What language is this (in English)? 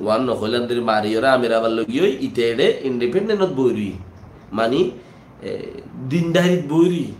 Rohingya